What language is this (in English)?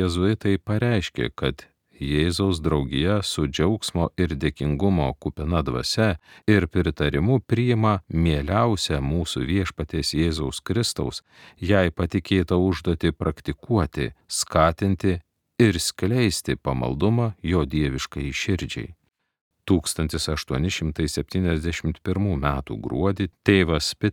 Lithuanian